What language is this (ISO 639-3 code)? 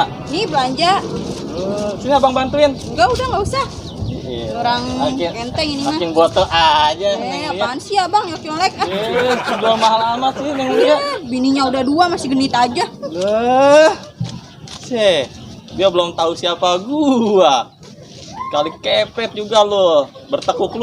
bew